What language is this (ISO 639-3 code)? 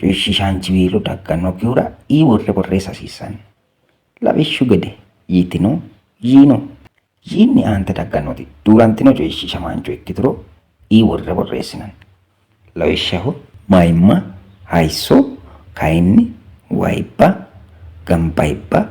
sid